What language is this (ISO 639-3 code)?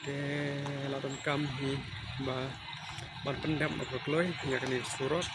kha